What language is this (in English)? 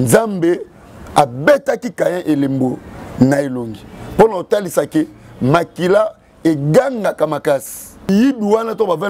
Lingala